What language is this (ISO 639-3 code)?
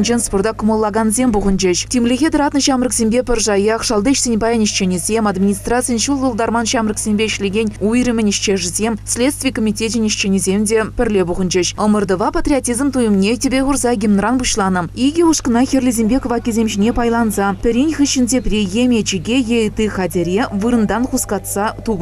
chv